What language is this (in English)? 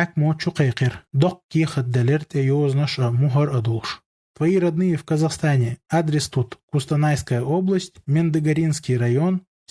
Chechen